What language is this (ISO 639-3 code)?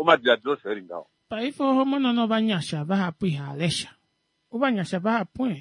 kua